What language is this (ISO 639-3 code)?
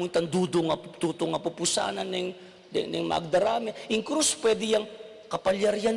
pam